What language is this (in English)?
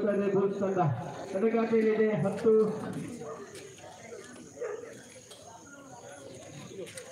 Kannada